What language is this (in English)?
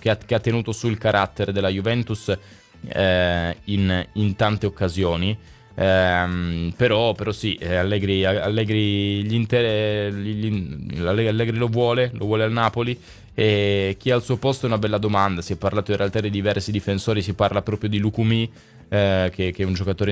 Italian